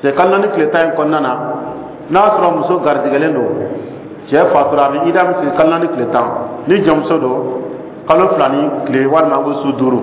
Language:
Dyula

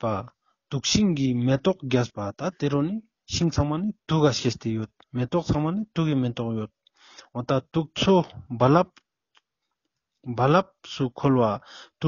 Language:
Ladakhi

